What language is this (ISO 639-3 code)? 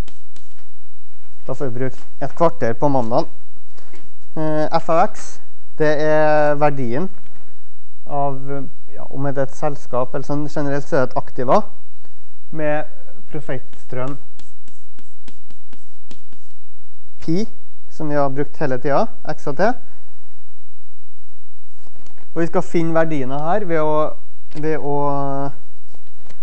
nor